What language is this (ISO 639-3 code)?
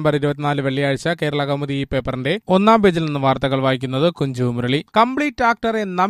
mal